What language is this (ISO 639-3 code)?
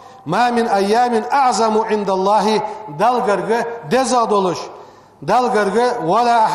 inh